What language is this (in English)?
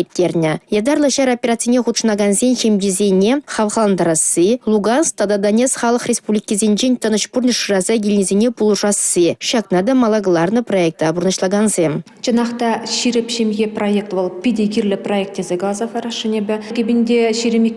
Chuvash